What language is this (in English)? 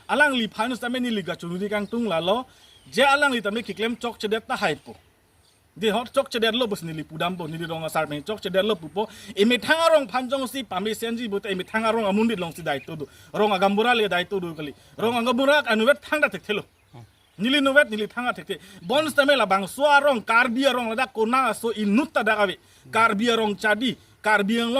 Karbi